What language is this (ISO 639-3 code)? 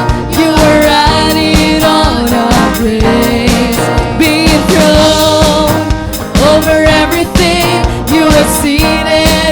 war